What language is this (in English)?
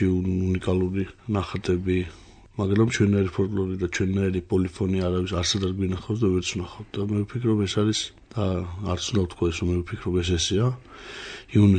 Georgian